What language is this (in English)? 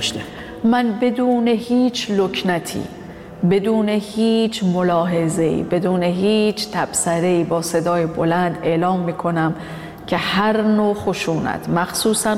Persian